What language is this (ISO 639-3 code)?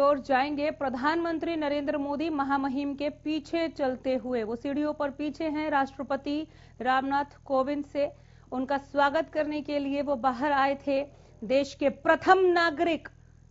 hin